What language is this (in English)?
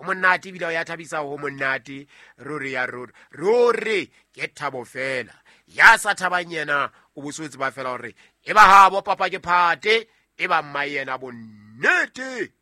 Southern Sotho